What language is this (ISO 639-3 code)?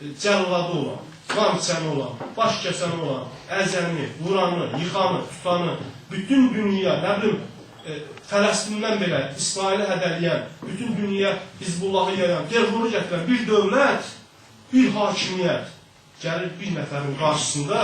azb